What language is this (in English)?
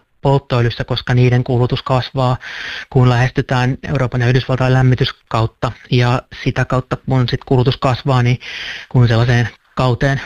Finnish